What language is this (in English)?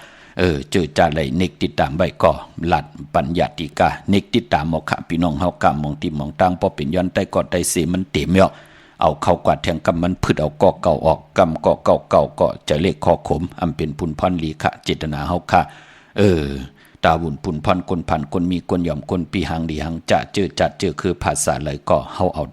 Shan